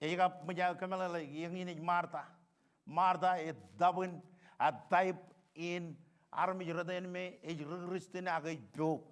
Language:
Marshallese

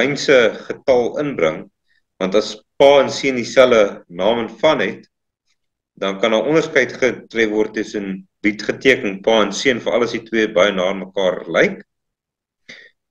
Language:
Afrikaans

